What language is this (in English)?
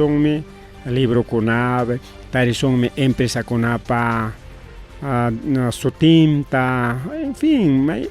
Ayacucho Quechua